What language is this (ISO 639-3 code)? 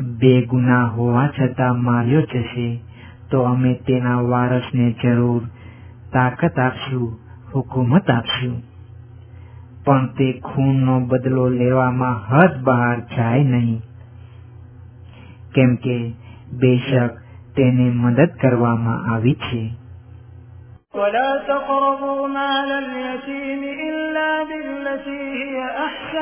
guj